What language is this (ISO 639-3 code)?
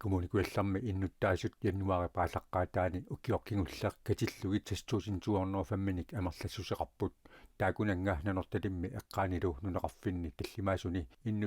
kal